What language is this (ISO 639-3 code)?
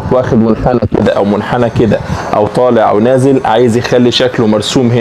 arz